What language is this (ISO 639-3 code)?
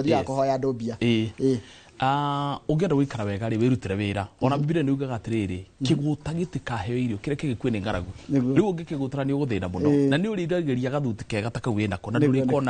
kik